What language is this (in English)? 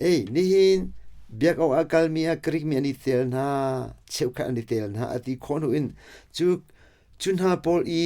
Hakha Chin